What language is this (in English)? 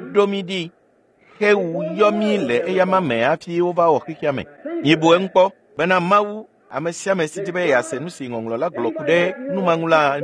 Ewe